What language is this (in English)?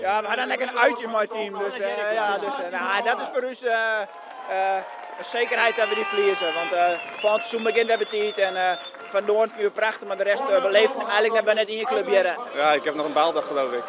Western Frisian